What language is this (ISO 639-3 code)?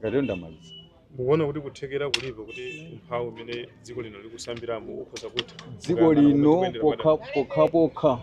nya